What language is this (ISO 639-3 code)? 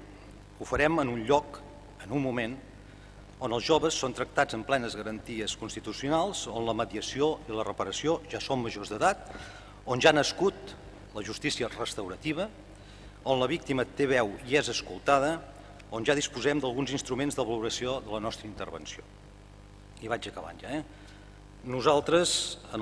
cat